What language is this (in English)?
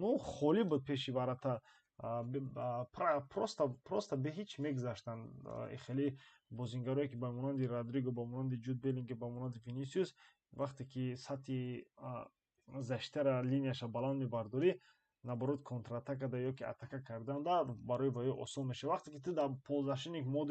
Tajik